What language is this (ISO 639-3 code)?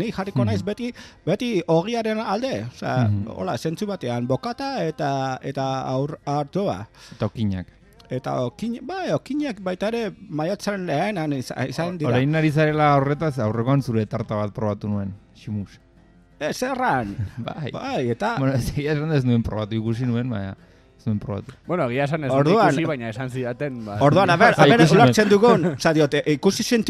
eus